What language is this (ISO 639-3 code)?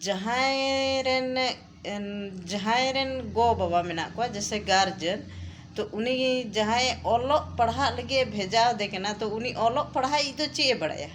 sat